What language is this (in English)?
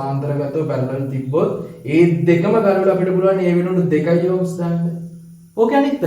Sinhala